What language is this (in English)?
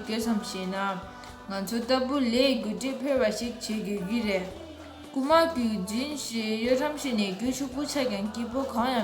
Tibetan